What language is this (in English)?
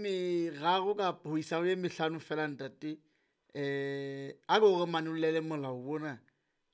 Southern Sotho